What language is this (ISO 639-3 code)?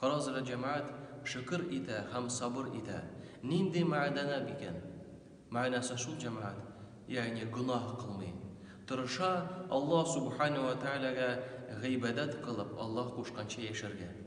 tat